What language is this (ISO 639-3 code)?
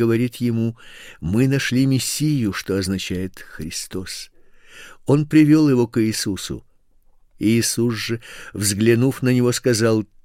rus